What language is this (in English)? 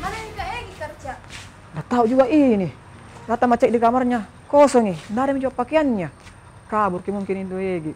Makassar Malay